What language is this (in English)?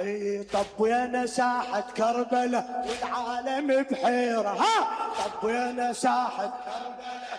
Mesopotamian Arabic